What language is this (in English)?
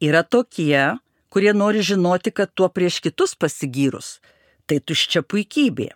Lithuanian